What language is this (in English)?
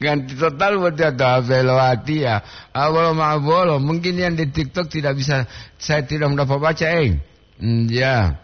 Gorontalo